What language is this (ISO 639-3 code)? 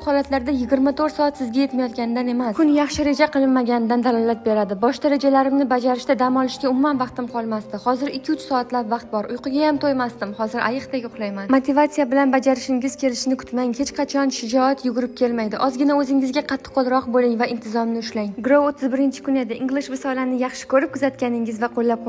uzb